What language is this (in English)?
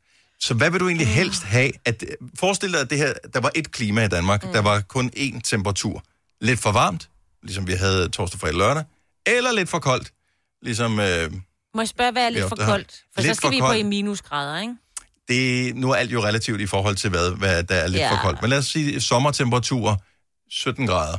Danish